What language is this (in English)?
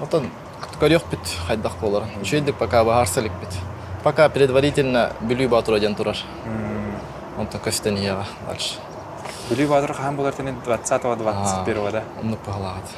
Yakut